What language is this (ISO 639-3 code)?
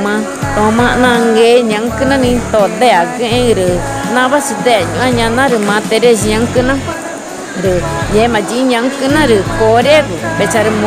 tca